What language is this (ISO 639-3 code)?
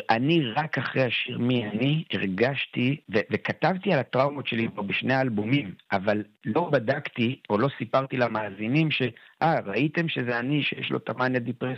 heb